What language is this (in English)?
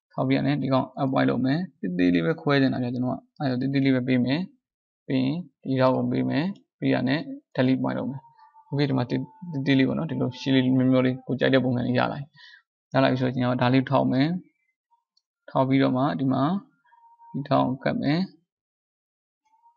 Burmese